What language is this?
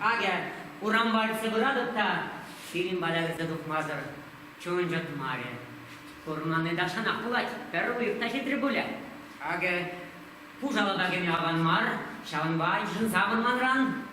Chuvash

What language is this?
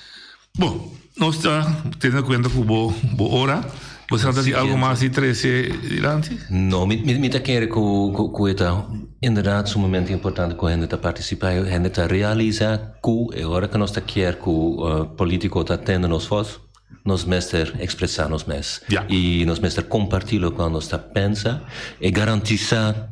Papiamento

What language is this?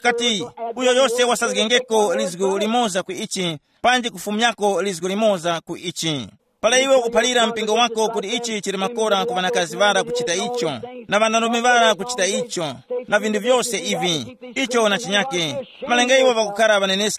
Tumbuka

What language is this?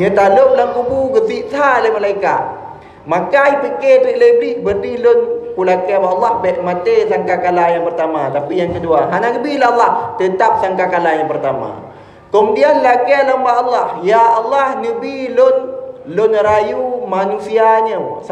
Achinese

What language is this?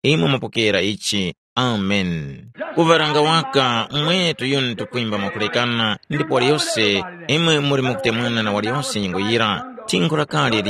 Tumbuka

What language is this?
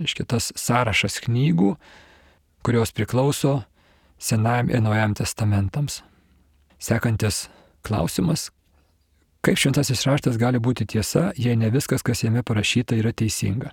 Lithuanian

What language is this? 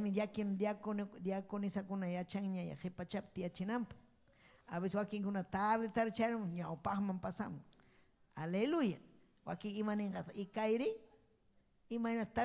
Ayacucho Quechua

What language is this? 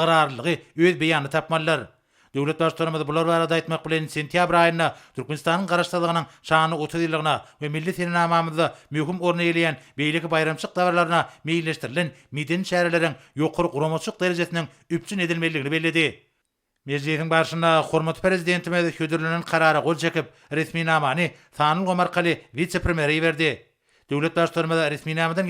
Turkmen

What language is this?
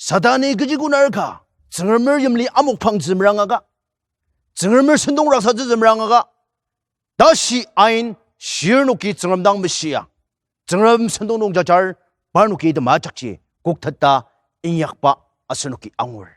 Ao Naga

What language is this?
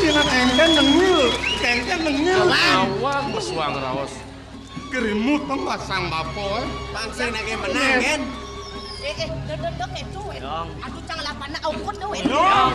Balinese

